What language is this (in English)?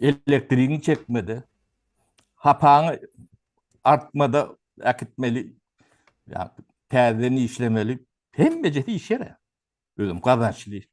Turkmen